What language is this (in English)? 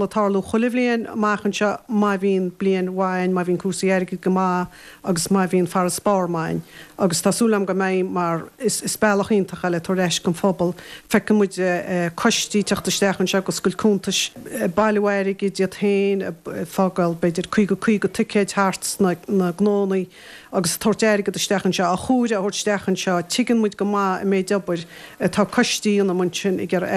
Irish